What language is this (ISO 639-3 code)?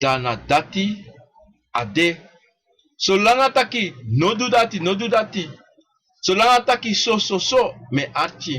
srn